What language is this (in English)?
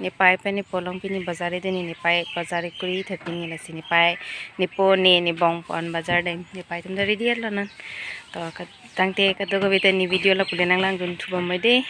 Karbi